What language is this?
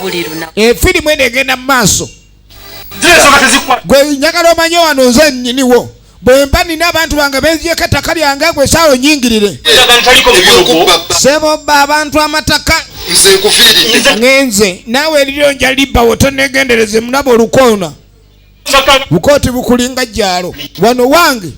Ganda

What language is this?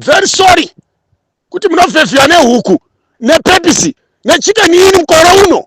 Shona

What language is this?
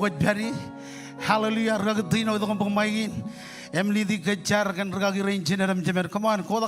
Marshallese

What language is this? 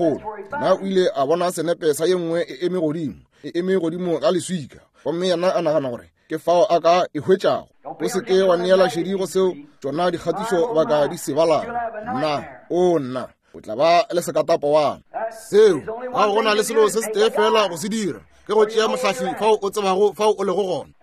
Northern Sotho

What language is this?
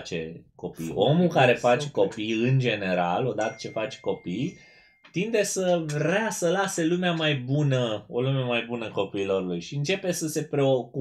Romanian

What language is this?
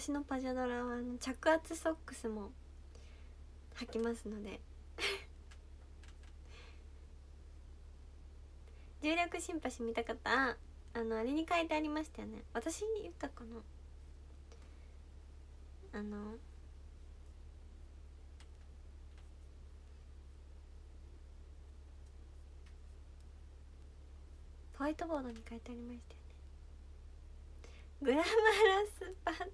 Japanese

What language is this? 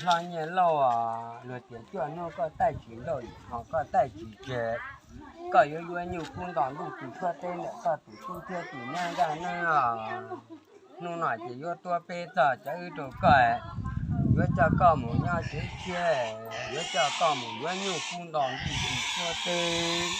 Hmong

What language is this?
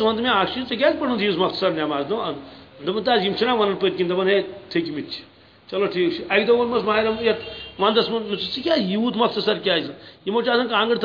Kashmiri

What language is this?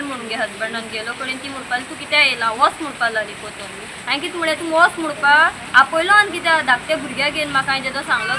Konkani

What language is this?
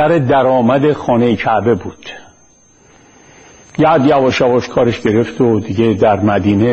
Persian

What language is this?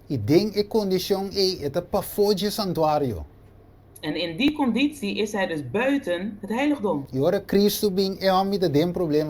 Papiamento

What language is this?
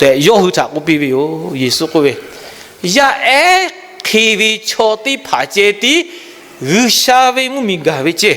Lahu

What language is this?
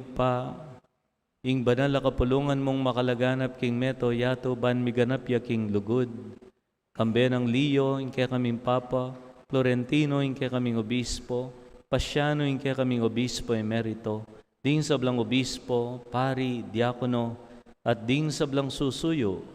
Pampanga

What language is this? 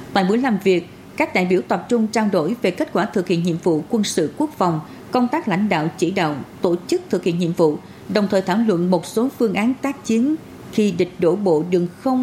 Vietnamese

